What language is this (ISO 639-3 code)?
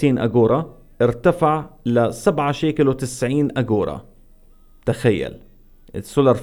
apc